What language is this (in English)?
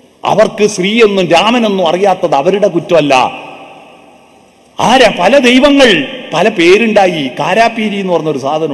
Malayalam